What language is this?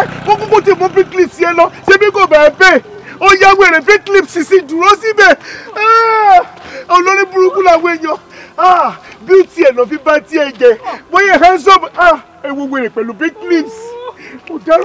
Yoruba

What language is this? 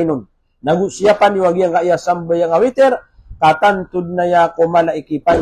Maranao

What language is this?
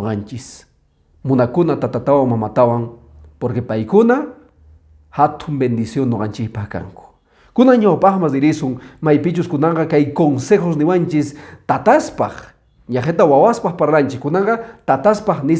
Quechua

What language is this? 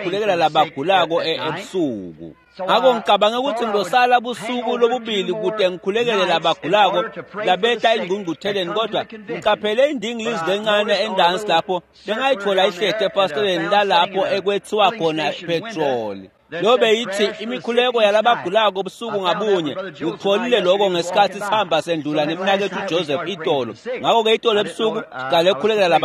Swati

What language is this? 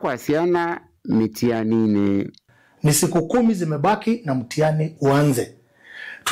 Kamba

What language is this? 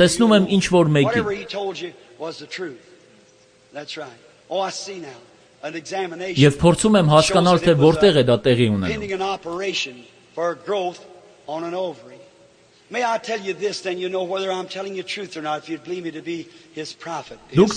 Armenian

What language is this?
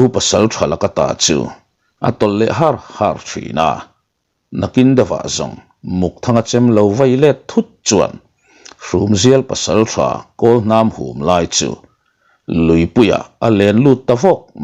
Mizo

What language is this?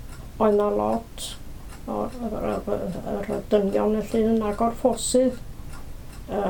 Welsh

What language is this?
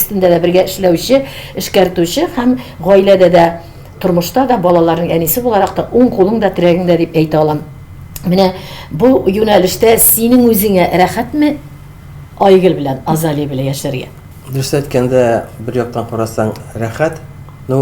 Tatar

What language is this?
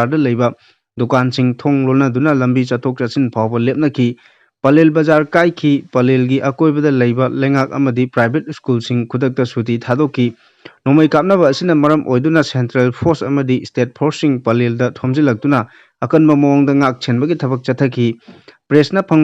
Manipuri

